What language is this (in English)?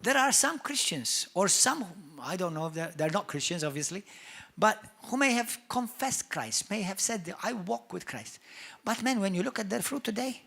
English